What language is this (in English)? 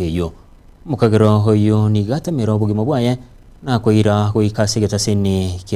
Gusii